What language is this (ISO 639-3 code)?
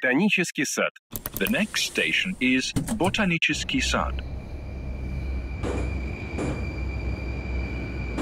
rus